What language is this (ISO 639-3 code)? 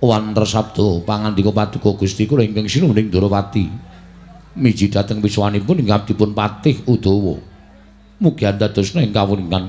jav